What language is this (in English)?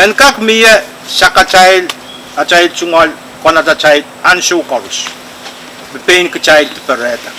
Pohnpeian